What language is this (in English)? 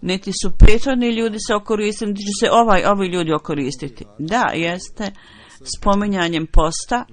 Bosnian